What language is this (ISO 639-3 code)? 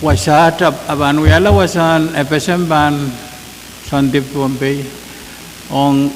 pon